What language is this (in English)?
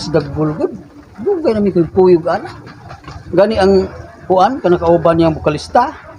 Cebuano